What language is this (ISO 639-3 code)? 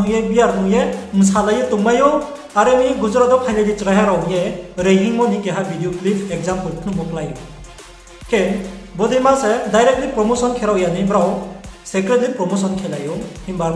ria